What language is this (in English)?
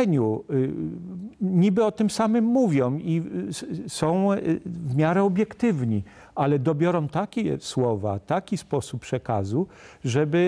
Polish